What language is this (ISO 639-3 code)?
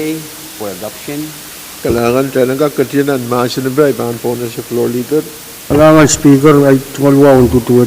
pon